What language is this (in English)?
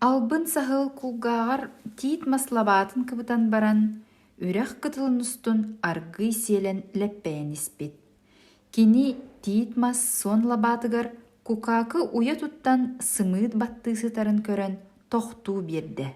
Yakut